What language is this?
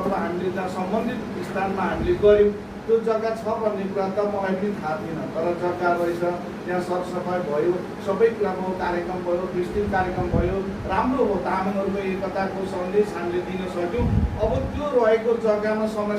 Nepali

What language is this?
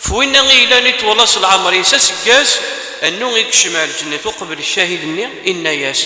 Kabyle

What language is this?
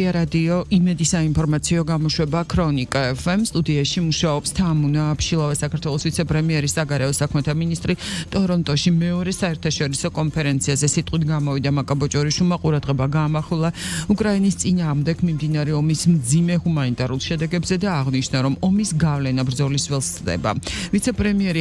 Georgian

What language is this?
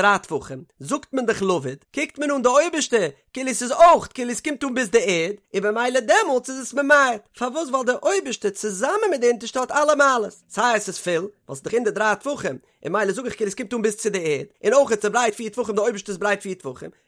Yiddish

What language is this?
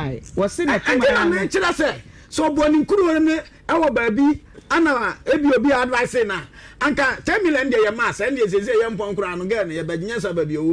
Akan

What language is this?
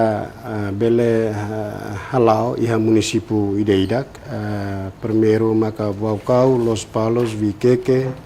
Tetum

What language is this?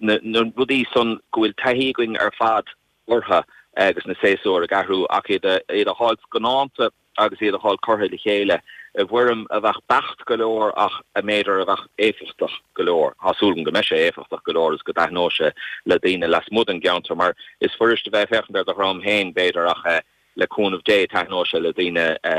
Irish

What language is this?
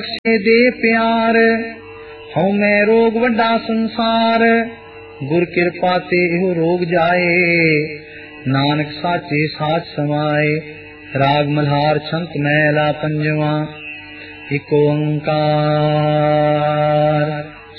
Punjabi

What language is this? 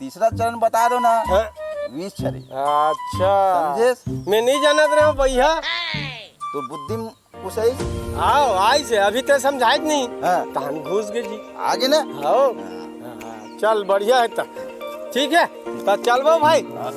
Chhattisgarhi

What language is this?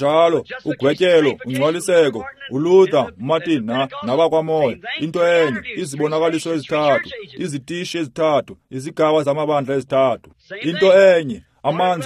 Xhosa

